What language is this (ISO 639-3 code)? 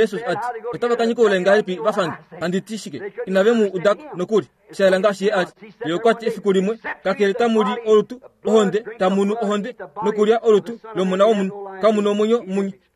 kua